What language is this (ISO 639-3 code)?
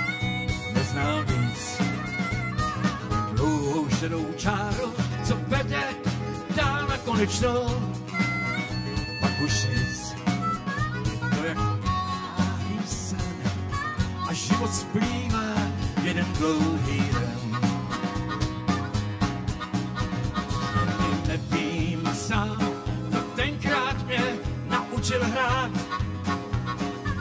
ces